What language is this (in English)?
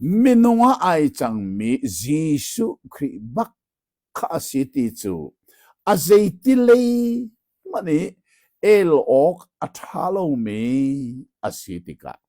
Hakha Chin